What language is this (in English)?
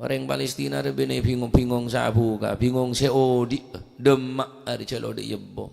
Madurese